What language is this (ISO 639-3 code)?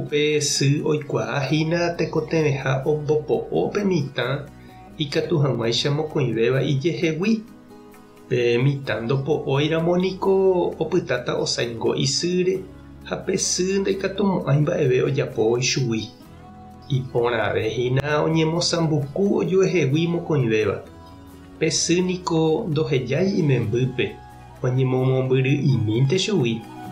grn